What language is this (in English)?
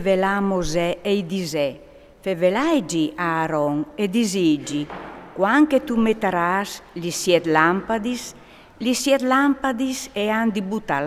Friulian